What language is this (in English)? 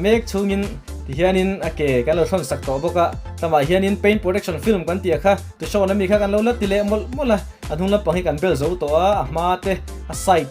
Mizo